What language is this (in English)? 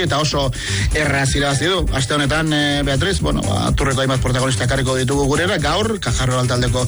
Basque